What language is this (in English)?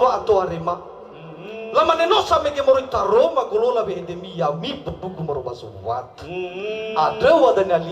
Nias